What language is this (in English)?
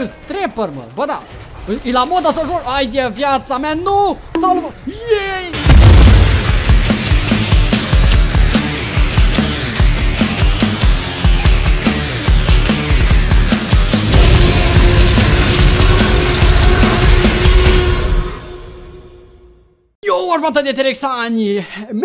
Romanian